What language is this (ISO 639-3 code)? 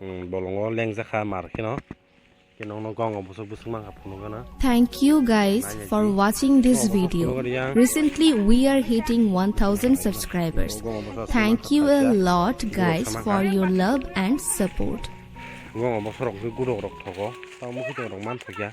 trp